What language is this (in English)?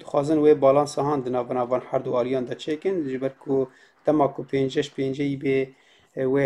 Kurdish